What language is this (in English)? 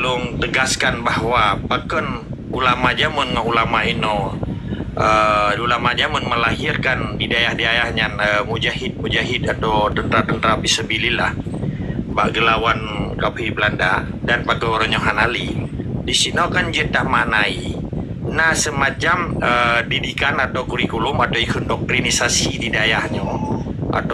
Achinese